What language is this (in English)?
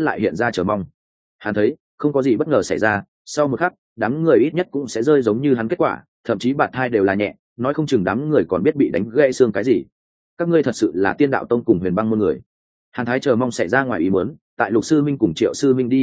Vietnamese